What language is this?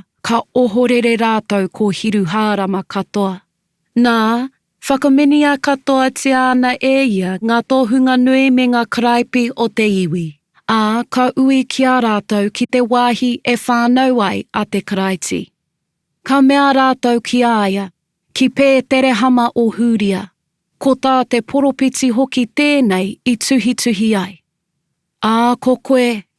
Māori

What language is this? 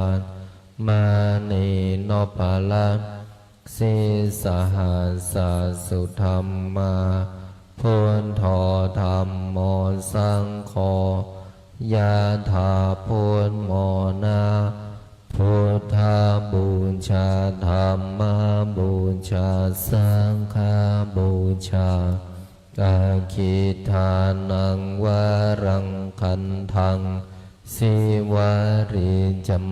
Pali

